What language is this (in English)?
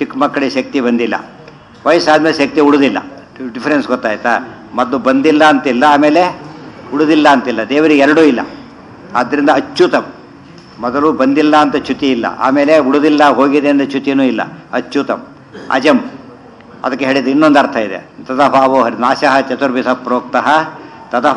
Kannada